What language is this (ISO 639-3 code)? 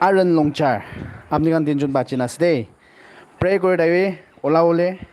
nag